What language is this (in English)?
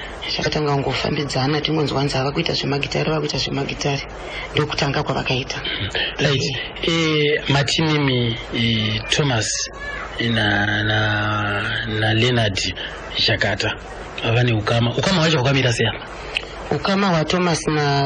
Shona